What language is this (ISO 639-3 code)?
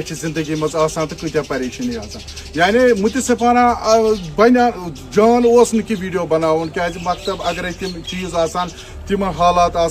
kas